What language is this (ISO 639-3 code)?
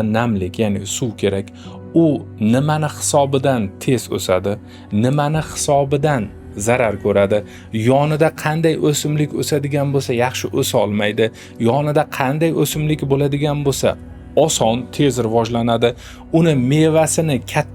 uzb